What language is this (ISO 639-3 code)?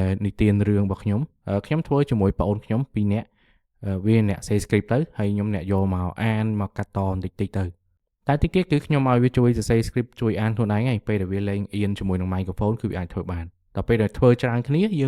khm